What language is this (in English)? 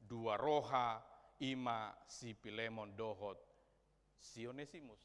Batak Toba